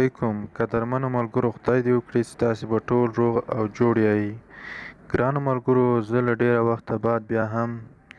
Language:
Pashto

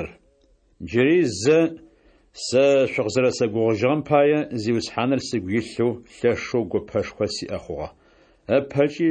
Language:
Adyghe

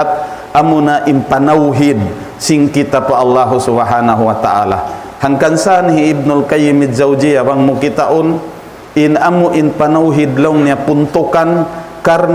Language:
Tausug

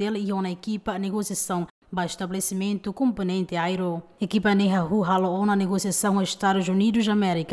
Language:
Tetum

